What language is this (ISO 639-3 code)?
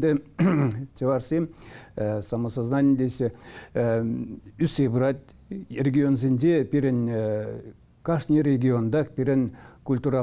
chv